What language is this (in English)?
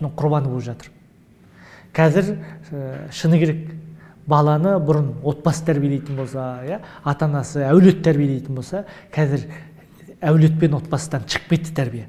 Kazakh